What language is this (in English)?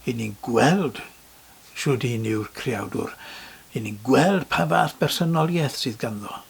Welsh